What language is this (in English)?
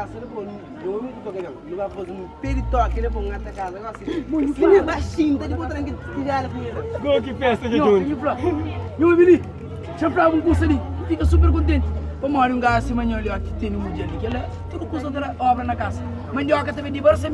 Kabuverdianu